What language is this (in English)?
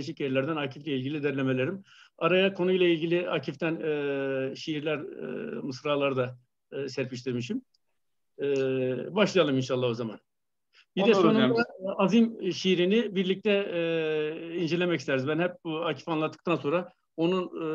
Turkish